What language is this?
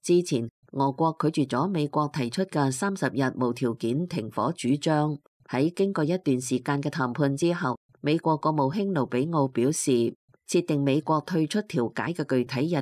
Cantonese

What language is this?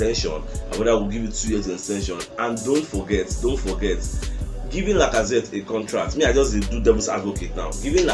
Nigerian Pidgin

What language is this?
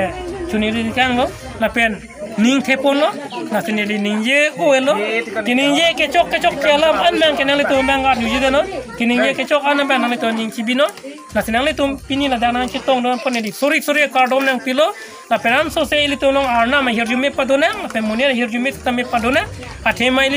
Karbi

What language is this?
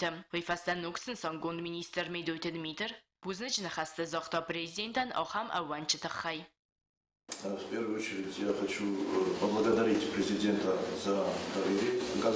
Ossetic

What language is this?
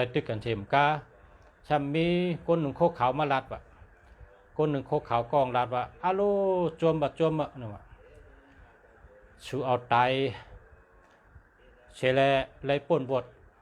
Shan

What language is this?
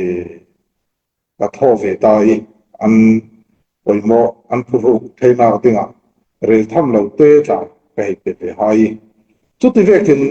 Falam Chin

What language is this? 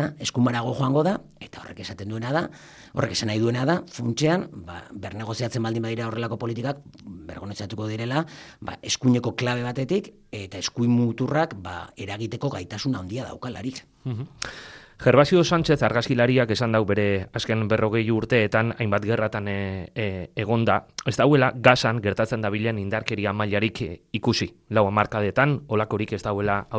Basque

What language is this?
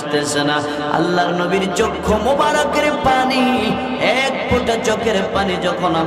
Bangla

